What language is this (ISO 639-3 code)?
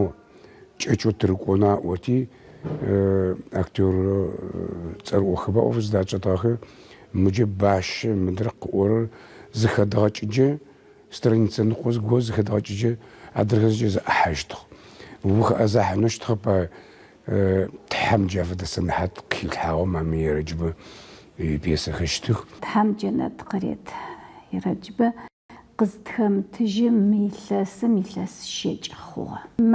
ady